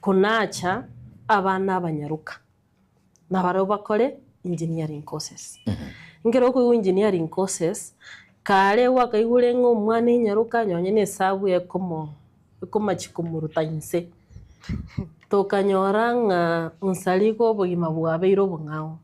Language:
Gusii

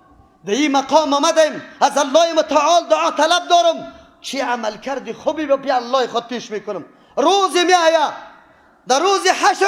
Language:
Persian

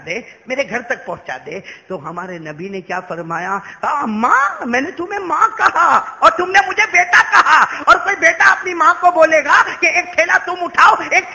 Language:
Urdu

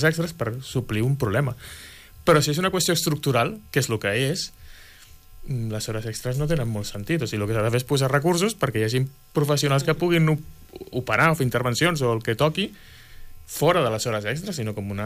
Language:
Catalan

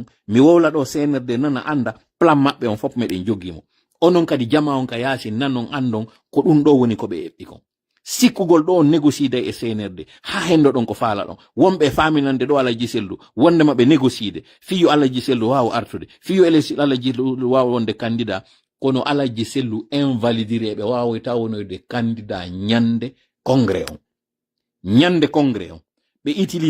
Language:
Pular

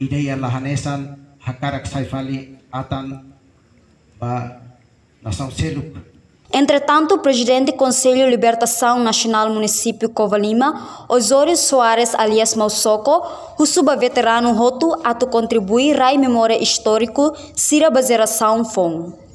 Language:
Tetum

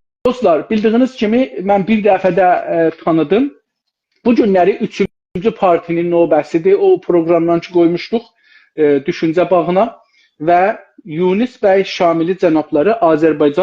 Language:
South Azerbaijani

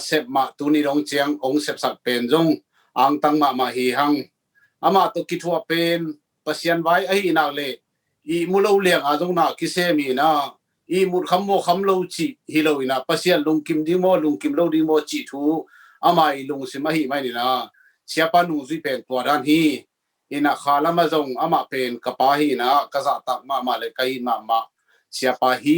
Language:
Tedim Chin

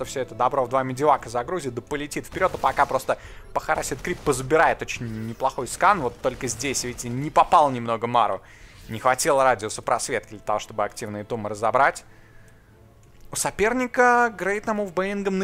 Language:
Russian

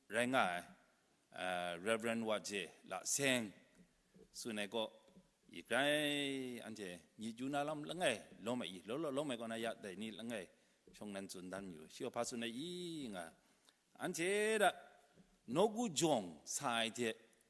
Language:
Kachin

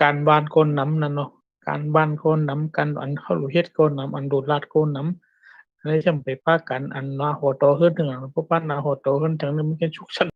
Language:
Shan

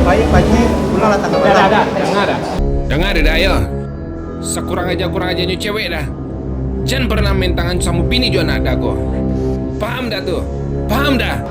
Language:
Minangkabau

